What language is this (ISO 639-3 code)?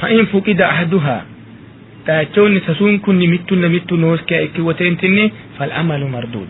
sid